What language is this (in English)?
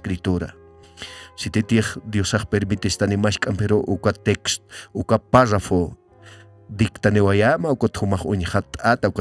Aymara